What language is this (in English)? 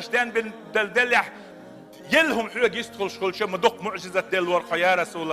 Chechen